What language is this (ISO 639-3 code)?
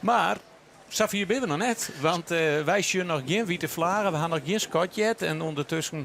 fry